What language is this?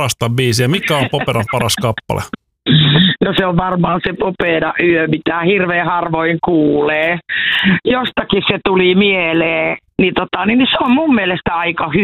Finnish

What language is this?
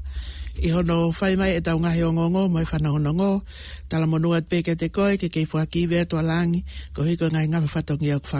Tongan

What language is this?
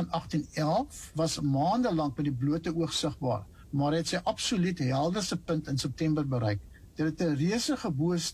Afrikaans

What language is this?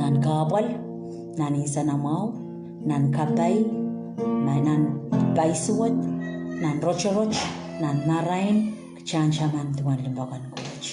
Pohnpeian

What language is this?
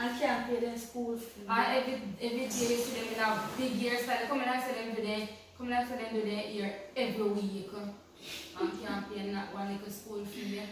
Jamaican Creole English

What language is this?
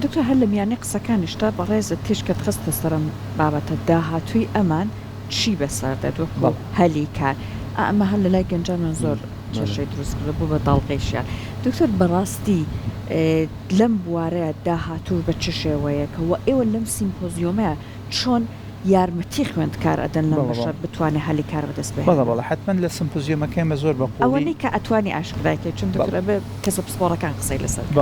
Central Kurdish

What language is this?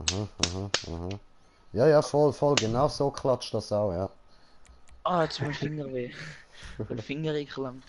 Swiss German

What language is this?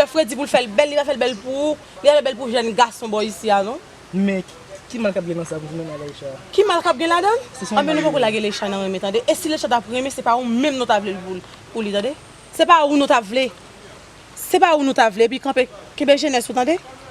Haitian Creole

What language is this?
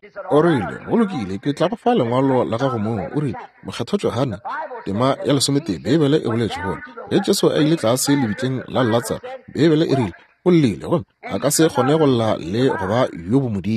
Northern Sotho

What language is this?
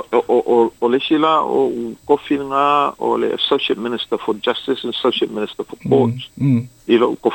Samoan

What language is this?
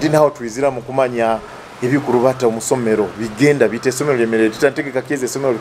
Nyoro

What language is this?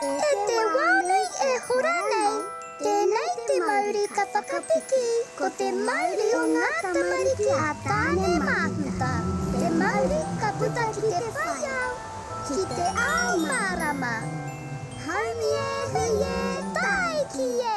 Māori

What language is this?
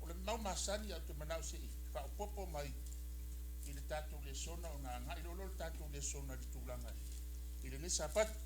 Samoan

